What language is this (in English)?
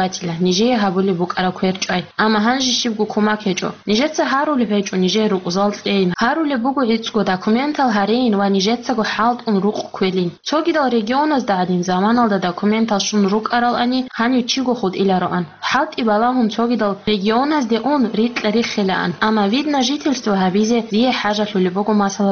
Avaric